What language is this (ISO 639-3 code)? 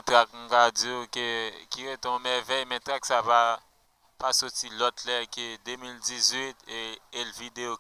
hat